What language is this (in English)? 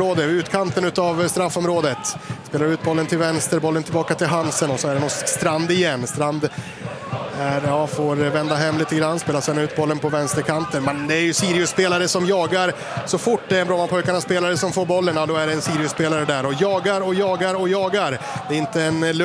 Swedish